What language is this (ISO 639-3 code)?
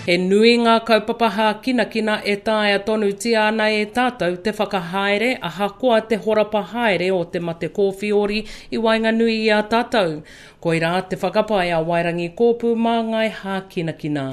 mri